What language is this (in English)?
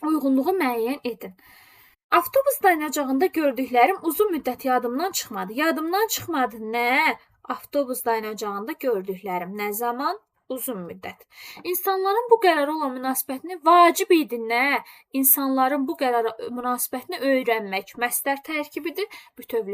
Azerbaijani